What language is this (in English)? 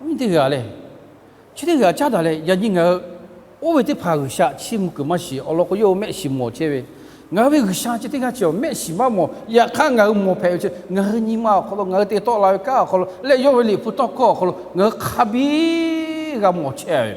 Lahu